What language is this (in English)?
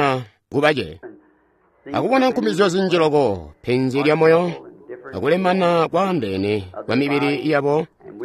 Tonga (Zambia)